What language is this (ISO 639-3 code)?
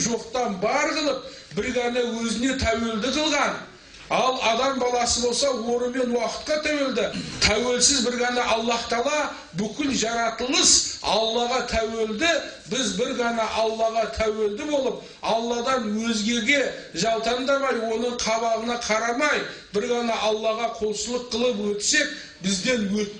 kaz